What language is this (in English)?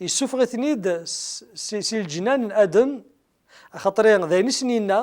Kabyle